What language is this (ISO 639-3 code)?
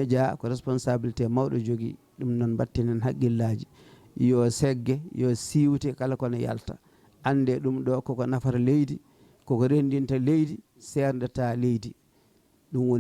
ful